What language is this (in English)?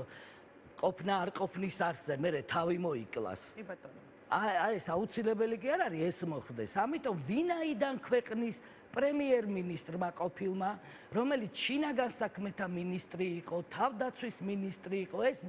Georgian